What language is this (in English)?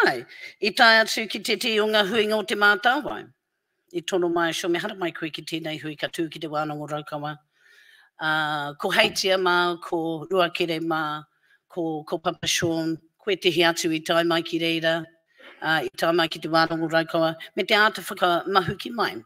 Māori